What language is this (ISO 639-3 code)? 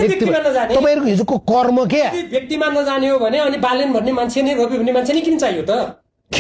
nep